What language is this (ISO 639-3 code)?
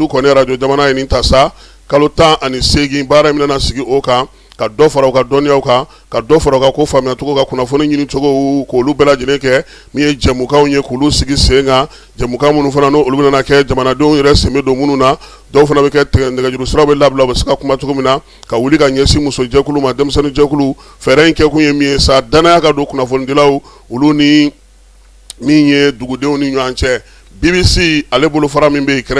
bam